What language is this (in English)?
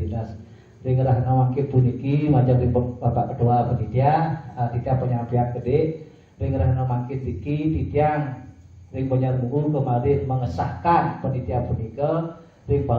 Balinese